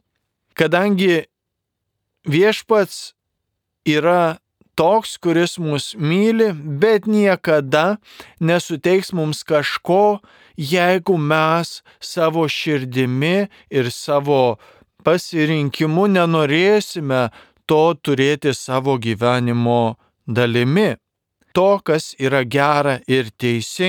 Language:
Lithuanian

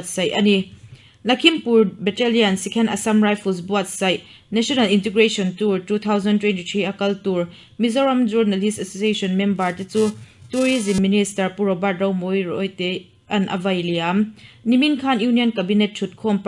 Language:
Mizo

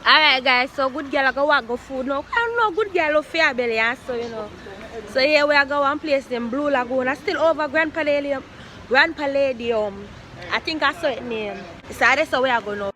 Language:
Jamaican Creole English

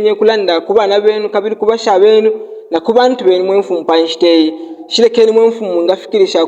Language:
Bemba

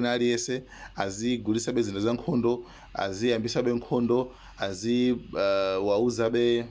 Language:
Nyanja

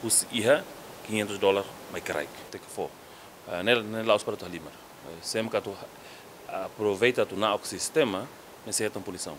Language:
Tetum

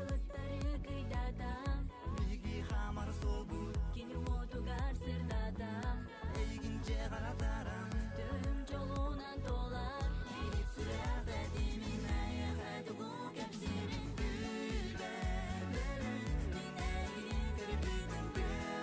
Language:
Yakut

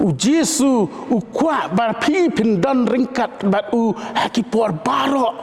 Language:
Khasi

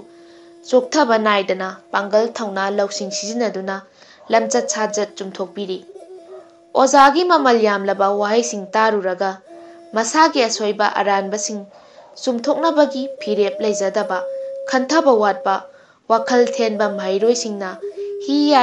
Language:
Manipuri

